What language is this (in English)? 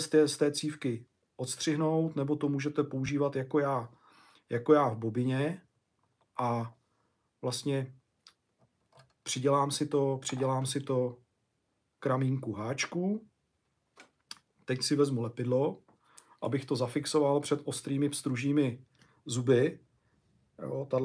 Czech